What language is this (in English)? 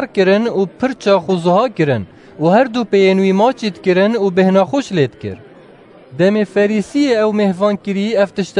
Kurdish